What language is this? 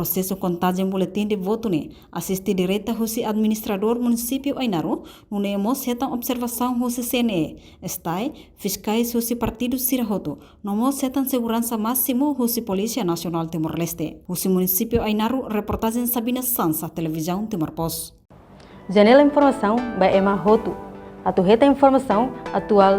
Tetum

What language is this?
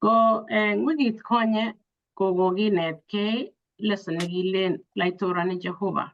Kalenjin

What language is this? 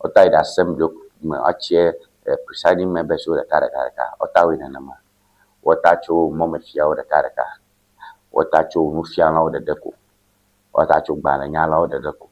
Ewe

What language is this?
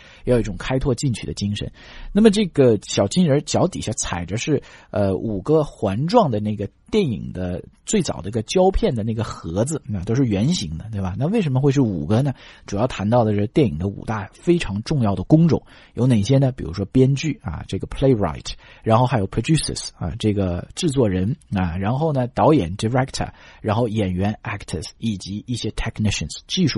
Chinese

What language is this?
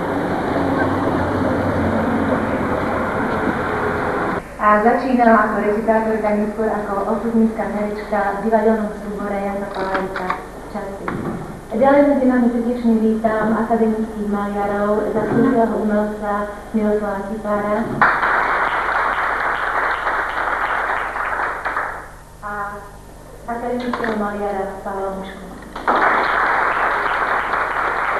Slovak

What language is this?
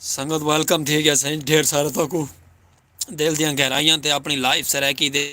Saraiki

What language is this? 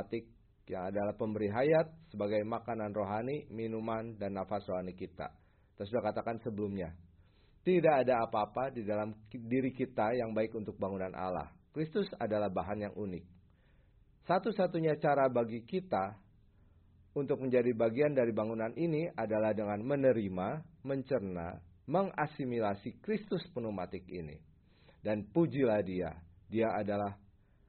Indonesian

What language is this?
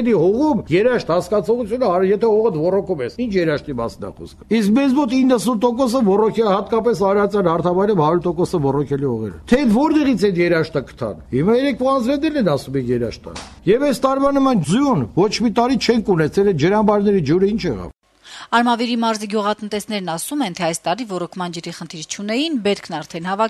Armenian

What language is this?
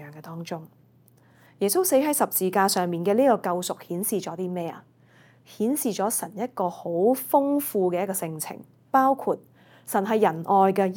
Cantonese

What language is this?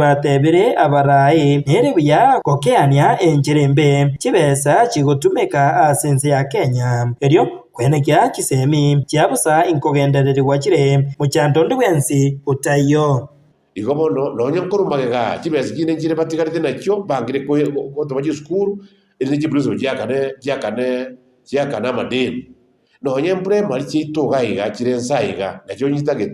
Gusii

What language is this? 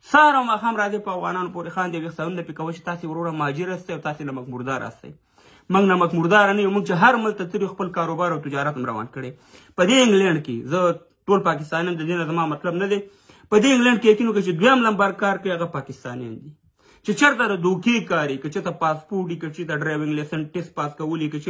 Pashto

